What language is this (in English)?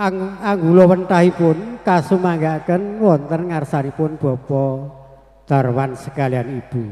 Javanese